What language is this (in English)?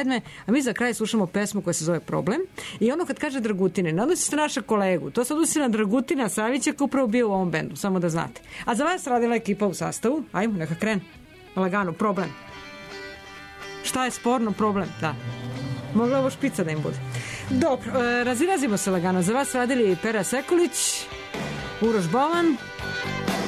Serbian